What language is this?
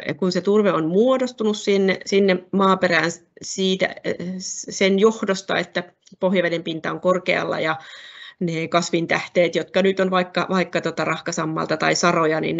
Finnish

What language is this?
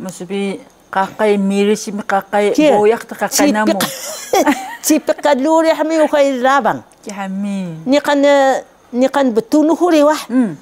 Taroko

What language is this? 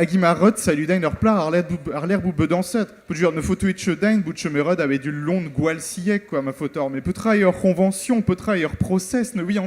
Breton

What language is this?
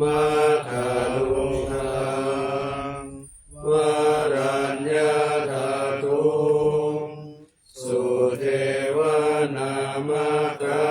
Pali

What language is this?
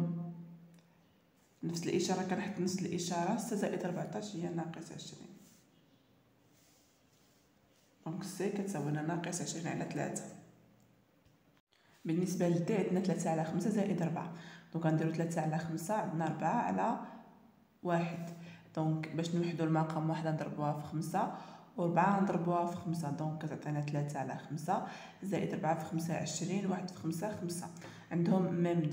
Moroccan Arabic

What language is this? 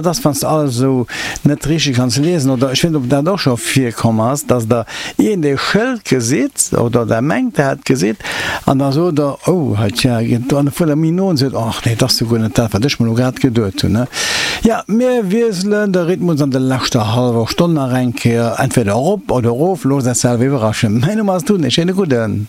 Luxembourgish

